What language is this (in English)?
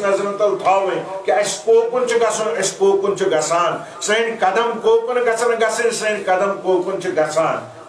Kashmiri